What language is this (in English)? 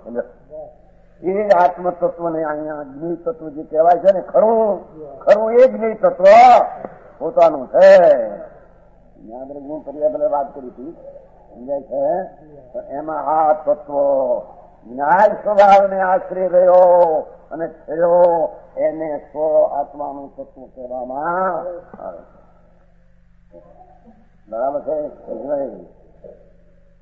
Gujarati